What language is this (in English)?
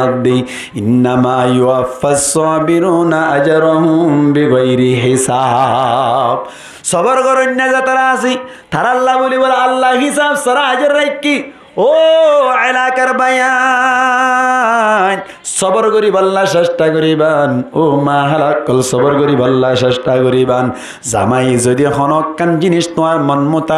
Rohingya